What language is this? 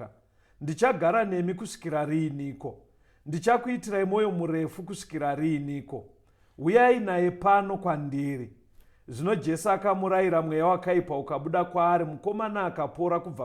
Shona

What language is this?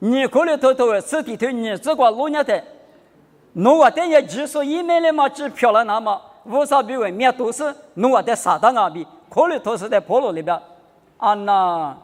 Lisu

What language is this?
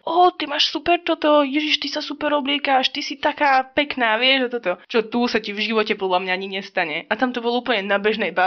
Slovak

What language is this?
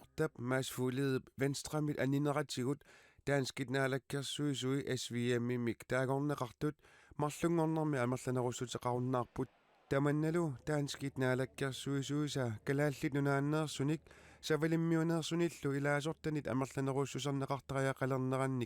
Kalaallisut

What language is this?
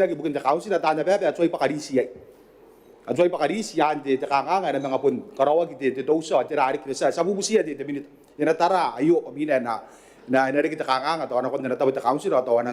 Gilbertese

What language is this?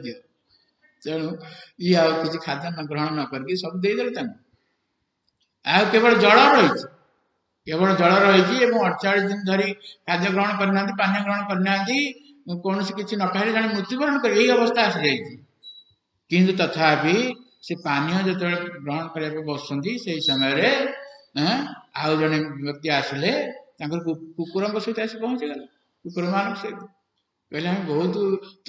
Odia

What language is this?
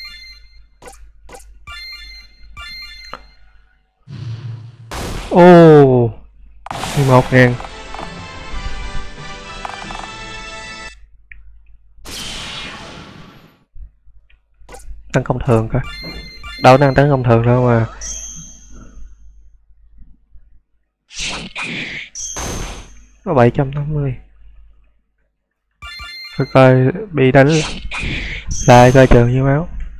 Vietnamese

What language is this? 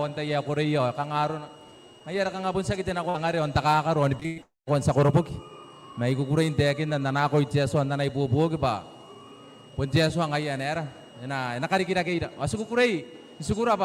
Gilbertese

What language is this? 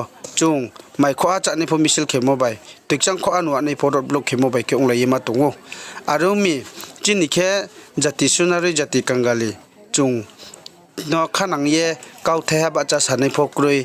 Riang (India)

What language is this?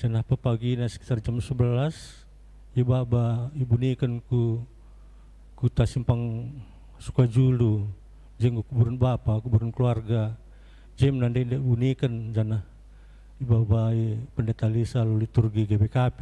Batak Karo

